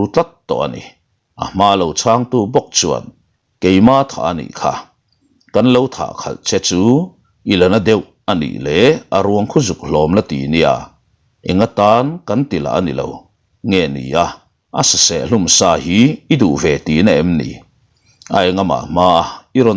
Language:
Mizo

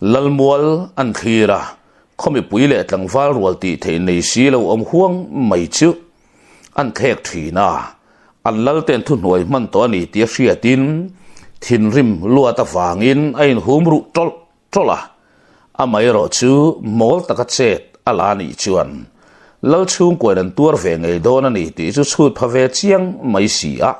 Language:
Mizo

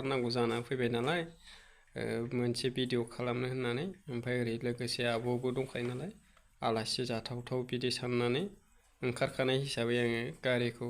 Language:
Bodo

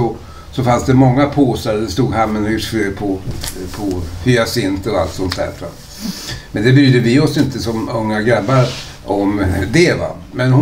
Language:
Swedish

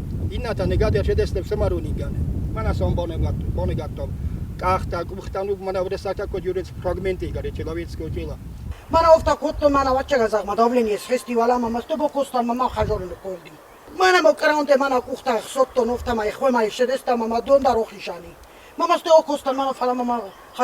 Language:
Ossetic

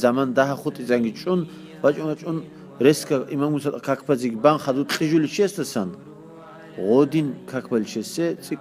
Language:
Avaric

